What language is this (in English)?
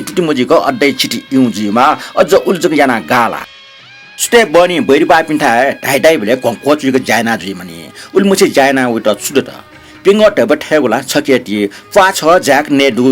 Newari